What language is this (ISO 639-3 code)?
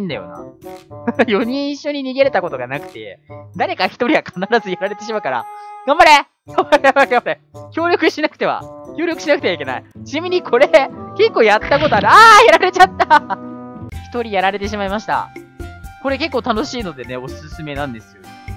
jpn